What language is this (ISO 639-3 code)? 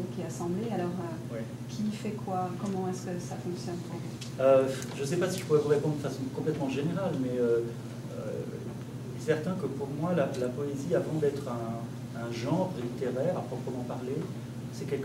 fra